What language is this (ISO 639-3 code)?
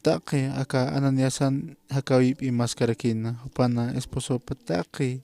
aym